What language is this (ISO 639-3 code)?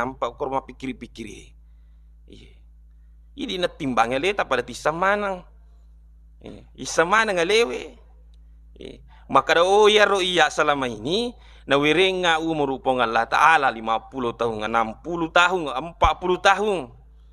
bug